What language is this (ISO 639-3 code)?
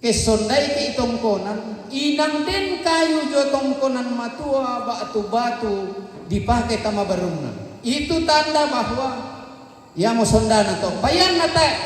sda